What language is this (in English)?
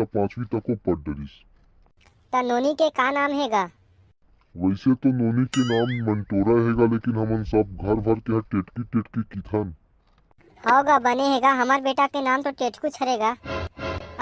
Chhattisgarhi